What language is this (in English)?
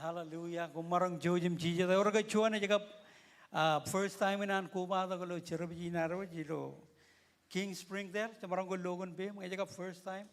Marshallese